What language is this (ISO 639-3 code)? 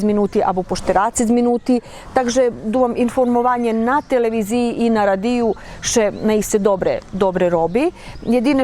rue